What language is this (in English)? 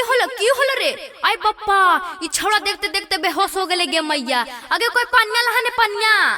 Magahi